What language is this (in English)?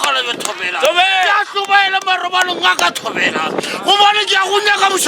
Northern Sotho